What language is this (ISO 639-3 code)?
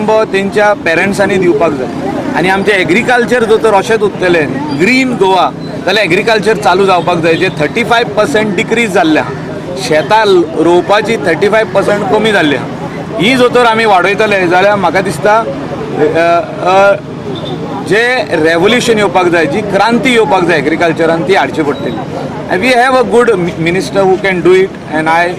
kok